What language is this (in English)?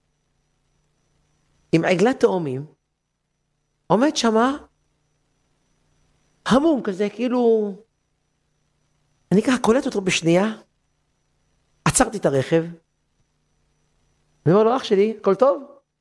Hebrew